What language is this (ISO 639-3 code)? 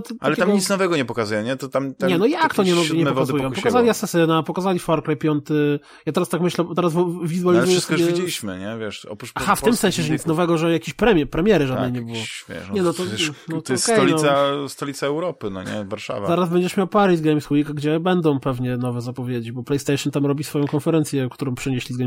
pol